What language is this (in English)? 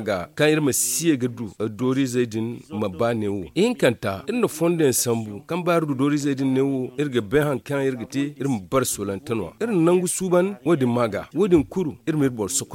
Zarma